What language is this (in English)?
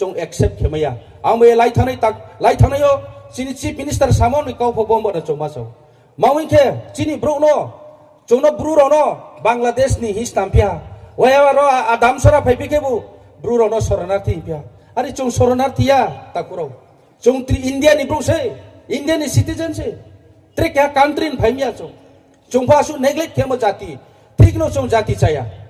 Riang (India)